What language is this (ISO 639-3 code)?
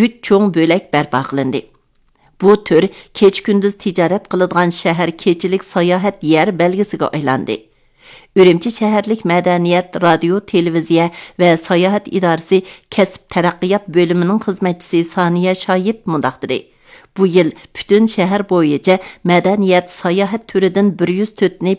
uig